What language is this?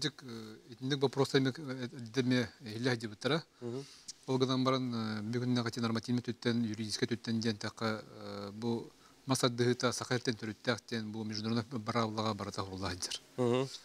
Yakut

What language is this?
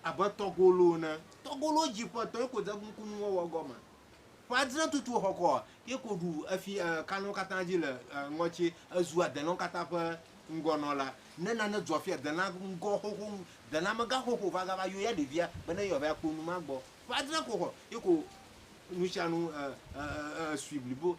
Ewe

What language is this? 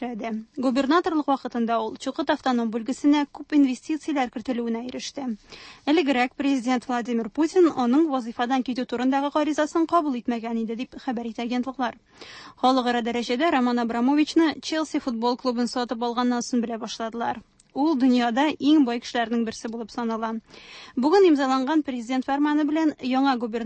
Tatar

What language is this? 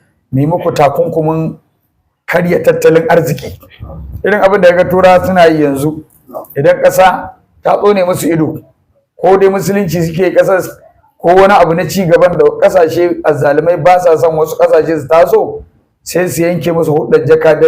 Hausa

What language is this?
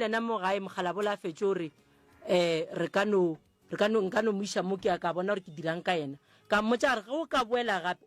Northern Sotho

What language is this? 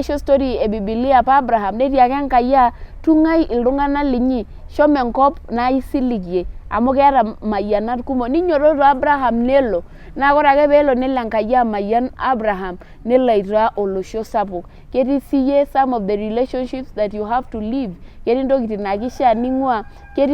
Masai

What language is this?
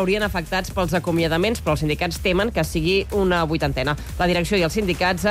Catalan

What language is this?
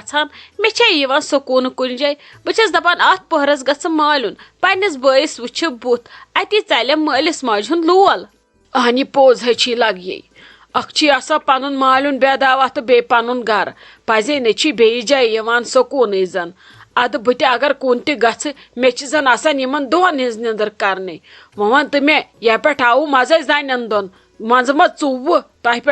Kashmiri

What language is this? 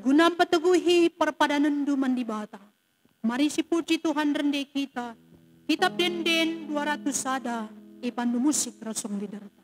Batak Karo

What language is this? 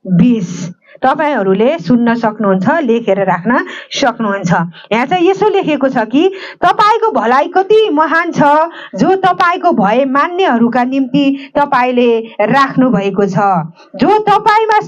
Nepali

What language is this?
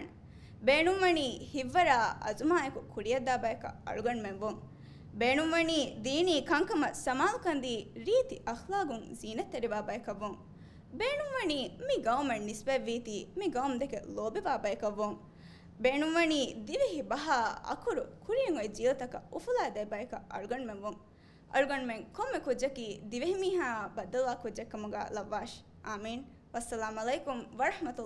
Divehi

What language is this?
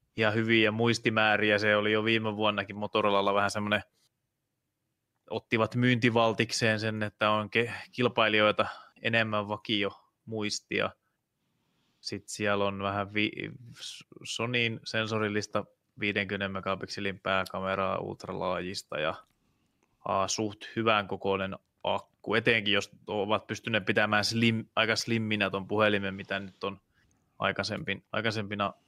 Finnish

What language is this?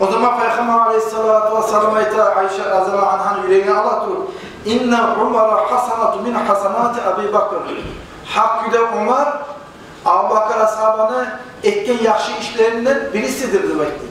Kumyk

